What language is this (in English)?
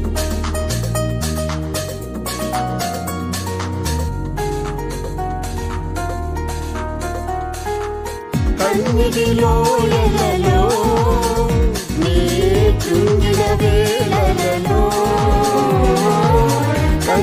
Telugu